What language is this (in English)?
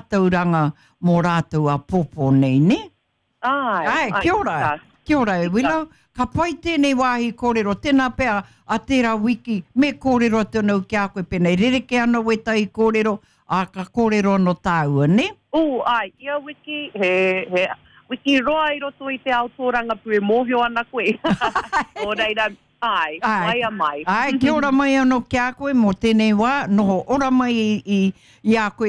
Māori